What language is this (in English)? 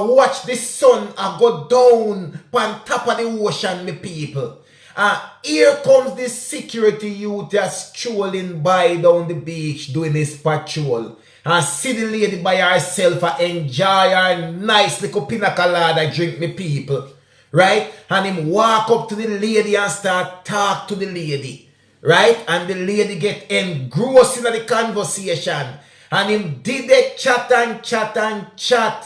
Jamaican Creole English